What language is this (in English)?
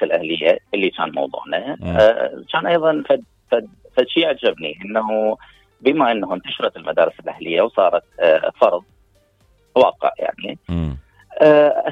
Mesopotamian Arabic